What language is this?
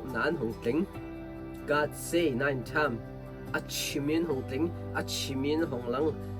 Hakha Chin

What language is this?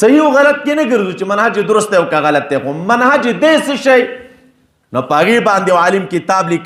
Pashto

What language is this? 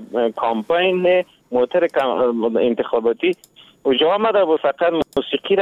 Persian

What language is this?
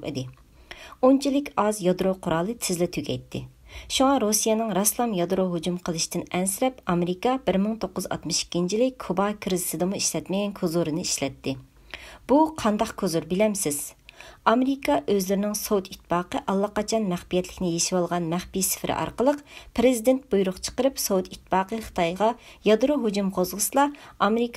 Uyghur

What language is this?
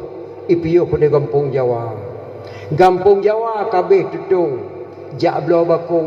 Achinese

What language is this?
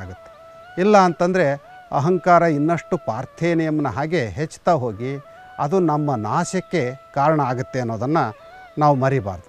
Kannada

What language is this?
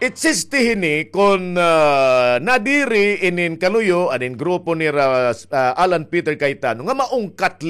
Waray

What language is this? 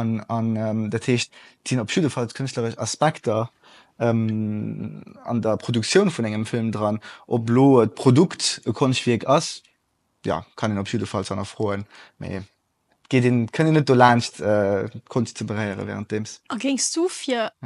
Luxembourgish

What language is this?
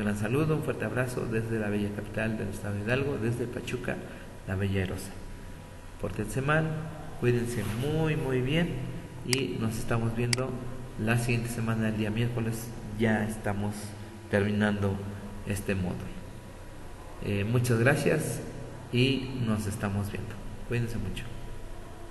Spanish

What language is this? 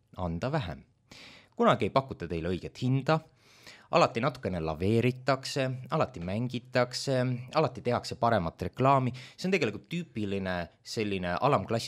Estonian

